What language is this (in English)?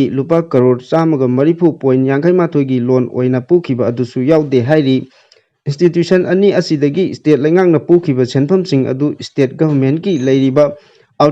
Manipuri